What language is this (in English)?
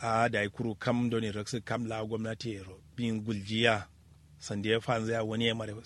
Kanuri